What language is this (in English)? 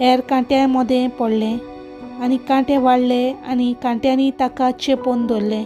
Konkani